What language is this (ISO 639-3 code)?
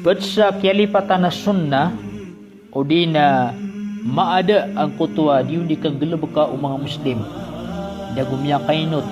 mrw